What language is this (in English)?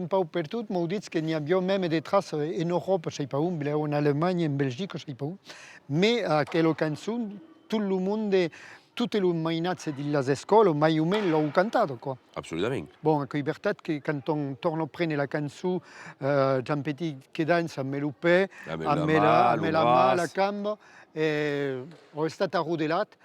Occitan